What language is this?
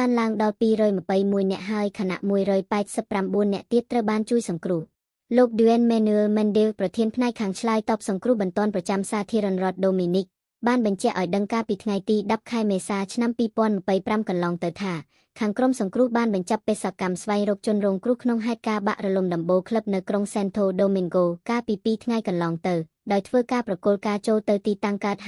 Khmer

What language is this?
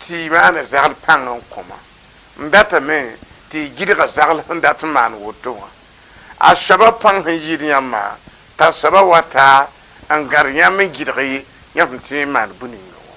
Mossi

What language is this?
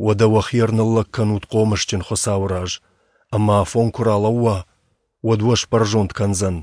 Ossetic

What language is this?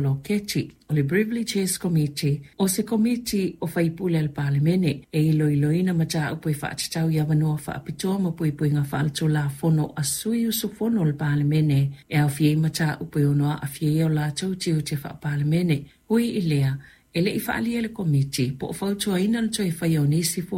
Samoan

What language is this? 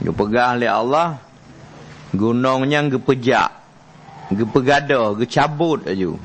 Achinese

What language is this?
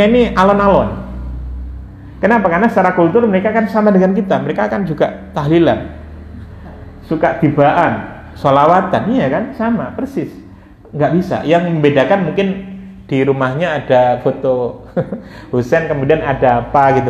Indonesian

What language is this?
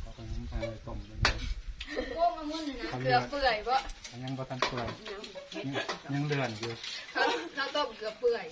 Northeastern Thai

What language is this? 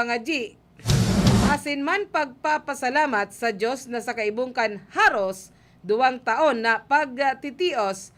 Bikol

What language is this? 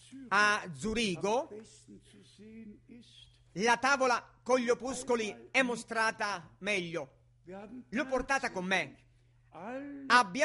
Italian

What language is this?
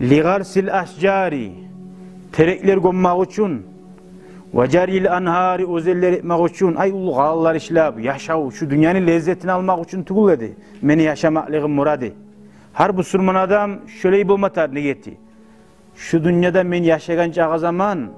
Kumyk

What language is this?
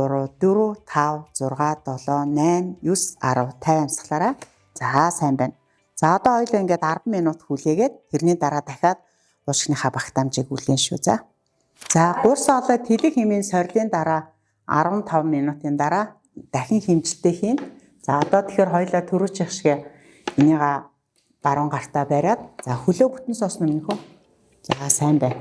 Mongolian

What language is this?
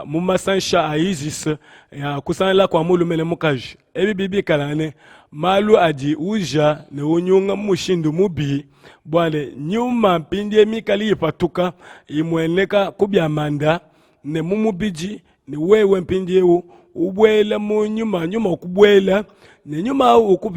Luba-Lulua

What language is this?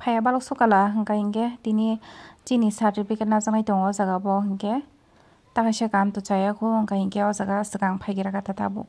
Kok Borok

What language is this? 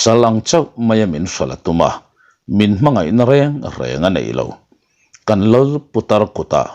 Mizo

